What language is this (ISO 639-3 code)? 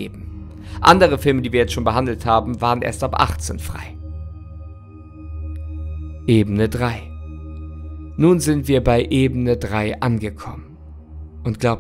deu